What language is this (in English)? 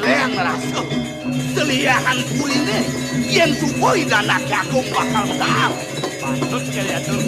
Balinese